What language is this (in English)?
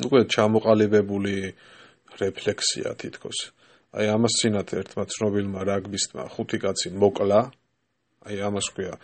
Georgian